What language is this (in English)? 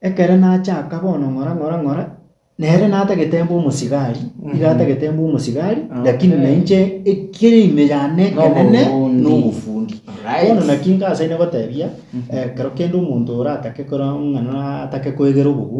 Gusii